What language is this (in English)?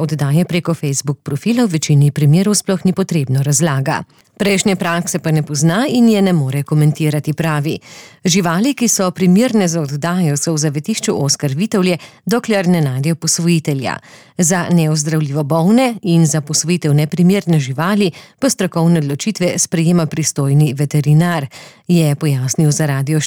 Slovenian